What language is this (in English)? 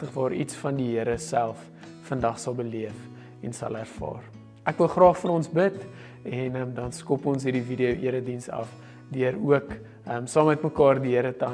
Afrikaans